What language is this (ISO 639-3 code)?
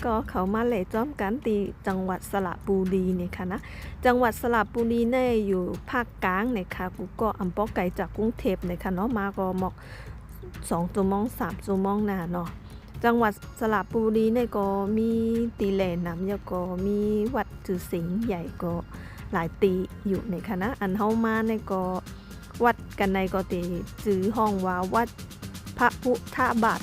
shn